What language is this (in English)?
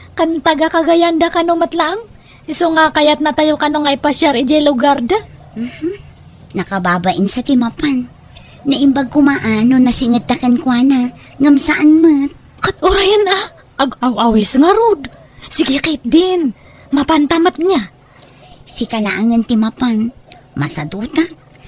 Iloko